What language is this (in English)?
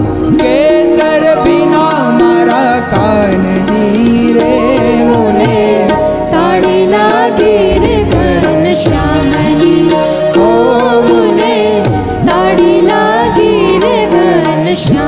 Gujarati